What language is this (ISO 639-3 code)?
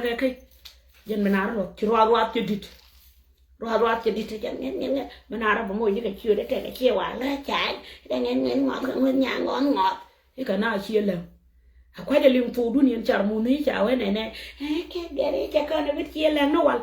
nus